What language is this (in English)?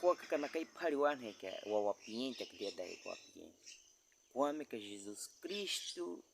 Baniwa